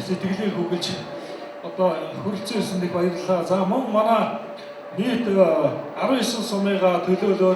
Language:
Mongolian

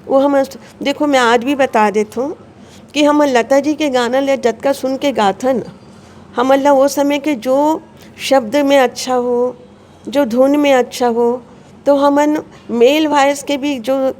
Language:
Chhattisgarhi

